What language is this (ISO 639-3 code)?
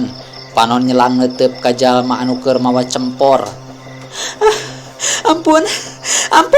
sun